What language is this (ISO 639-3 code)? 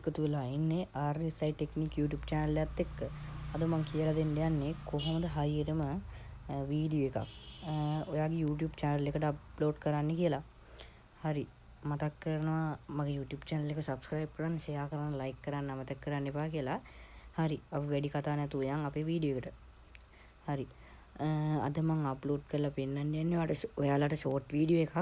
sin